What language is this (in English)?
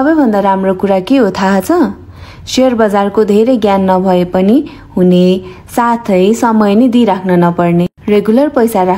Nepali